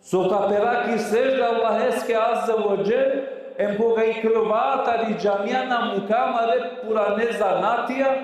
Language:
Balkan Romani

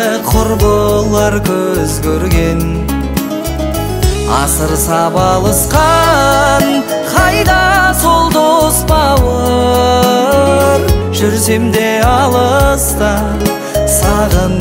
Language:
Kazakh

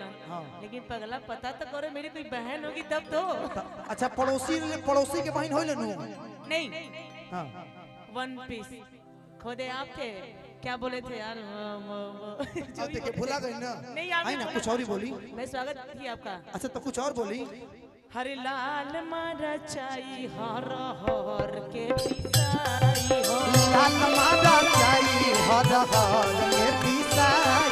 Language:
Bhojpuri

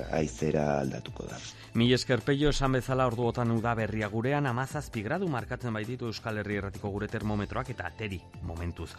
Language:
Basque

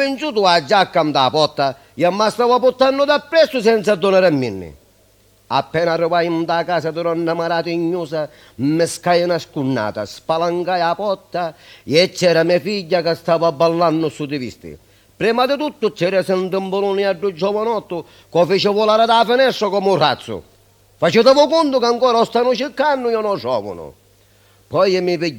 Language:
Sicilian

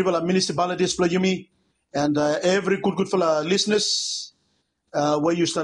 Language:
Bislama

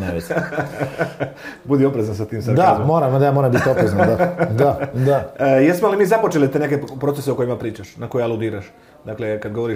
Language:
Croatian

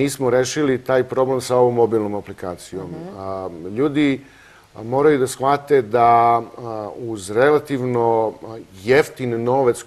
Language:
Serbian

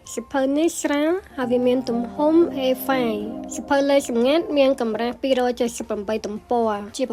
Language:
Khmer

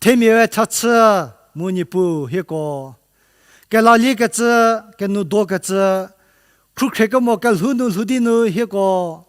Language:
Angami Naga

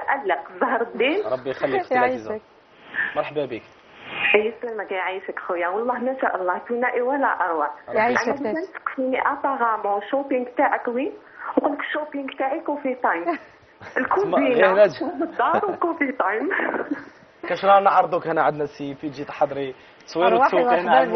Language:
Algerian Arabic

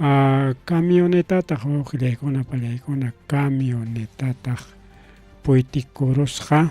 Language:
Ayacucho Quechua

